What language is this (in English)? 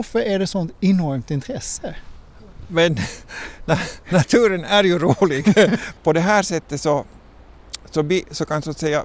Swedish